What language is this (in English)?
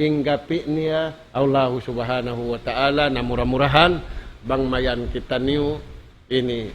Tausug